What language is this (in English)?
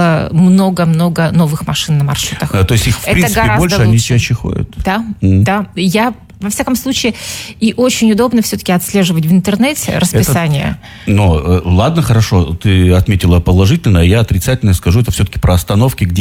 Russian